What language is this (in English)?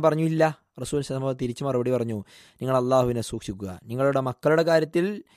Malayalam